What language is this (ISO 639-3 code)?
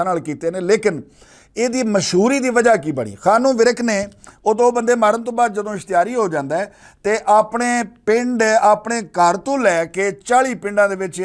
lah